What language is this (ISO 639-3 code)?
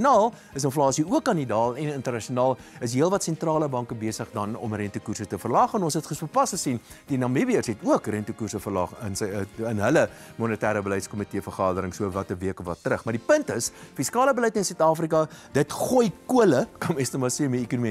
afr